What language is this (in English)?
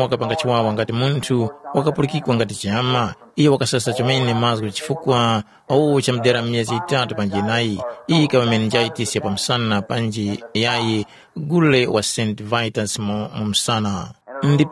Tumbuka